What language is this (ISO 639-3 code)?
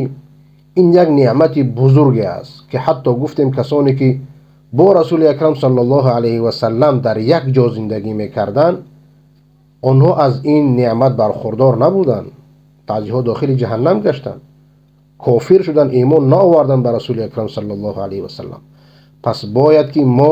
fas